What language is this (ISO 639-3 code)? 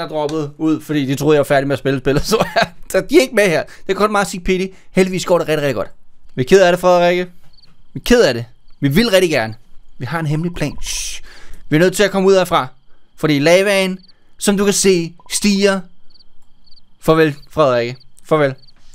dan